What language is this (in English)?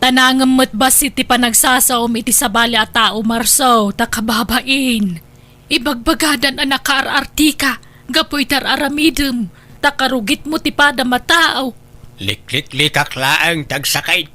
Iloko